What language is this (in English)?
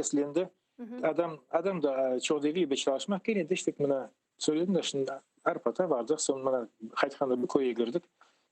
Crimean Tatar